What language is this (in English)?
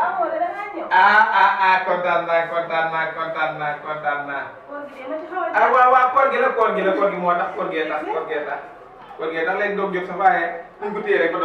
Wolof